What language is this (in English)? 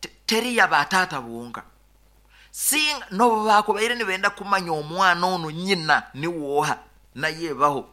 Nyoro